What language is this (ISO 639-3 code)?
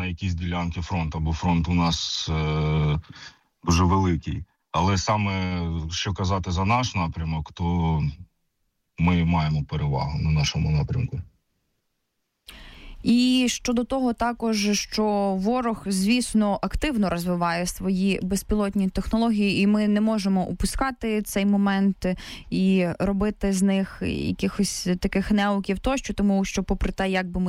ukr